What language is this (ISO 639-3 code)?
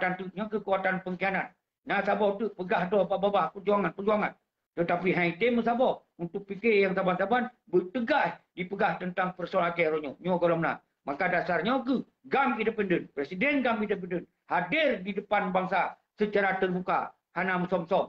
ace